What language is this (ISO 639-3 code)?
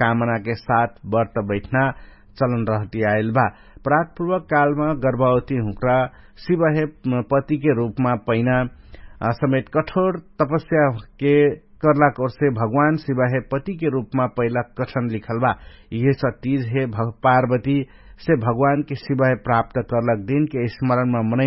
thl